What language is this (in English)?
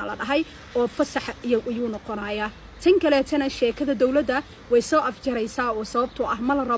Somali